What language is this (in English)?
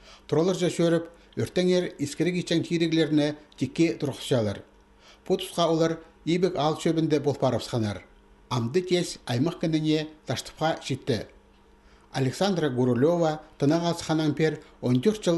Khakas